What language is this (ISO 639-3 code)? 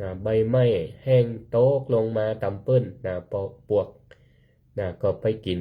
nod